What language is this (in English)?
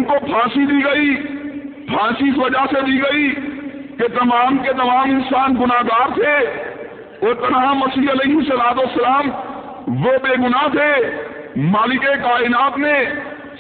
Urdu